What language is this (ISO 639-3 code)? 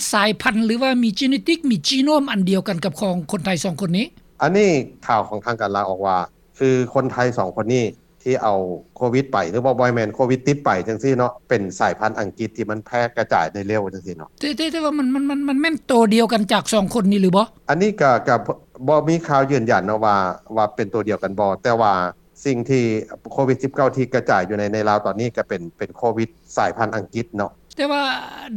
lao